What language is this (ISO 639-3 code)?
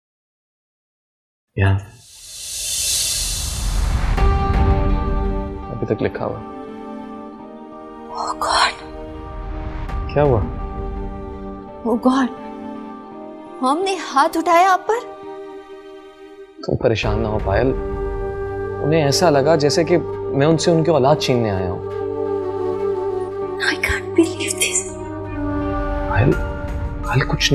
hin